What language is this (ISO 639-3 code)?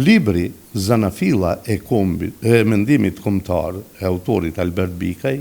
sqi